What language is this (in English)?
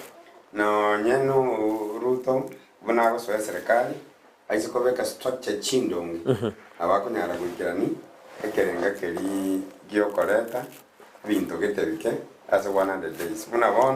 Gusii